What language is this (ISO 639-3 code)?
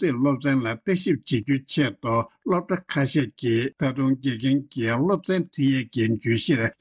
bod